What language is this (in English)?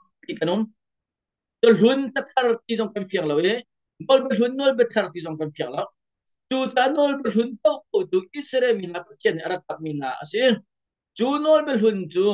Hakha Chin